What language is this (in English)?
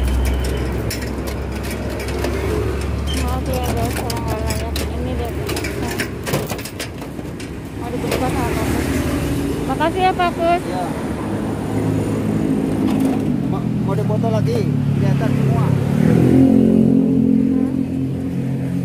Indonesian